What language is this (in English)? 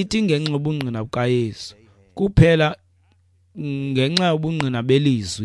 Xhosa